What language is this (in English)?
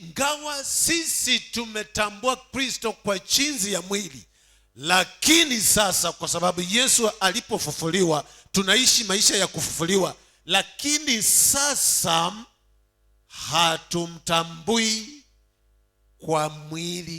Swahili